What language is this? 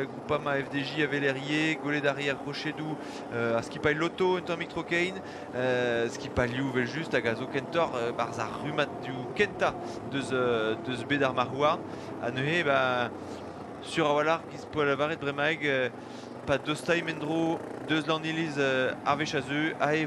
Breton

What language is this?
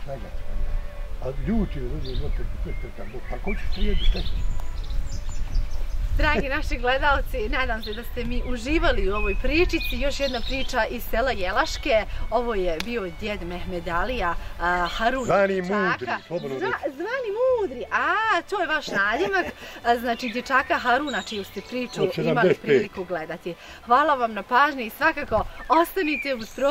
Bosnian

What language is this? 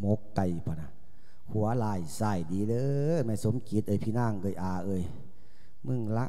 Lao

